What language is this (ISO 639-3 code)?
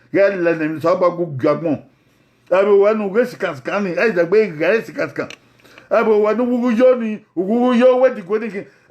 bin